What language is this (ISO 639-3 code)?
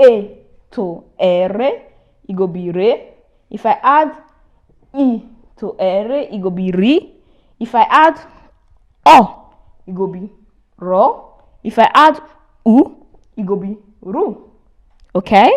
pcm